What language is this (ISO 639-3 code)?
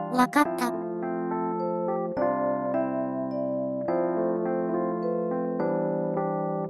jpn